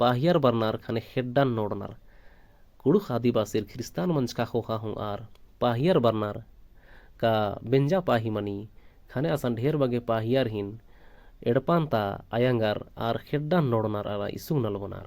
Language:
Kurukh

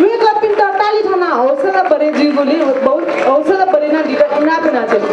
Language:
Newari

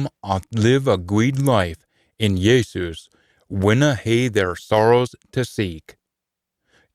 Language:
Scots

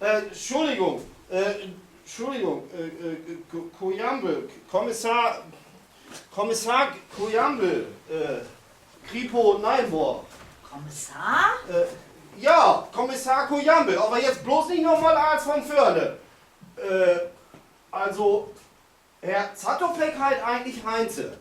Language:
Low German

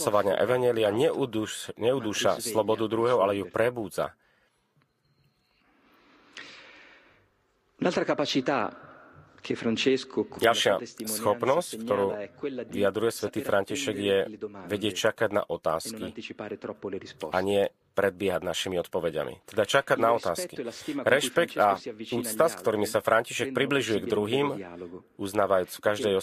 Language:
Slovak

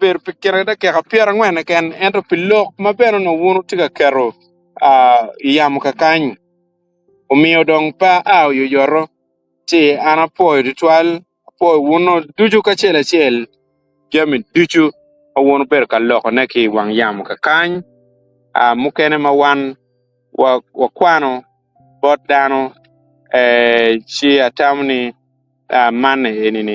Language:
Acoli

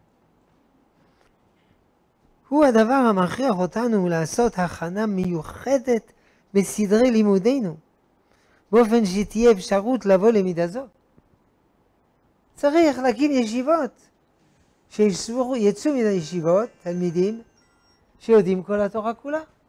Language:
Hebrew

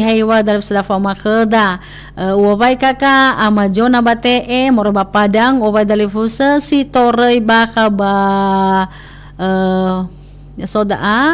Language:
Nias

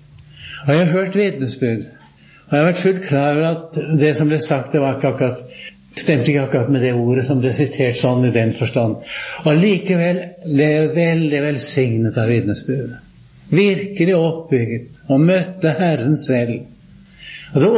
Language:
Norwegian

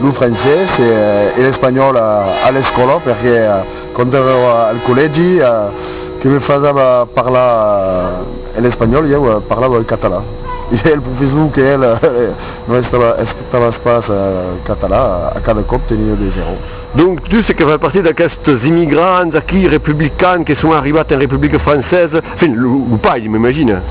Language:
Occitan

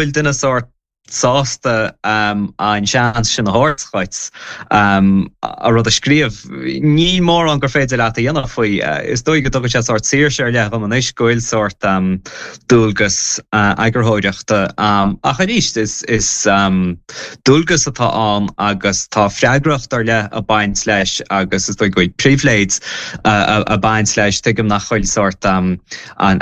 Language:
Irish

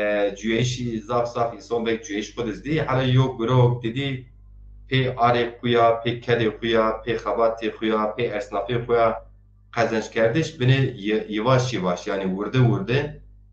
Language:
Zaza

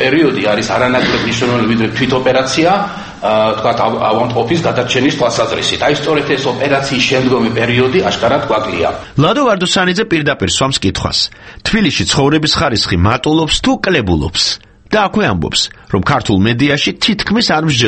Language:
Georgian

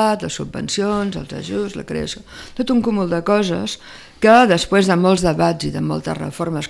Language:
Catalan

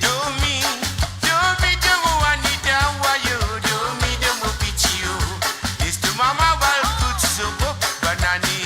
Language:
Morisyen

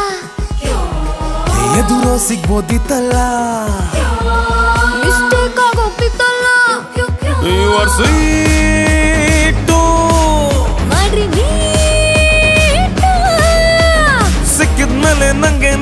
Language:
Kannada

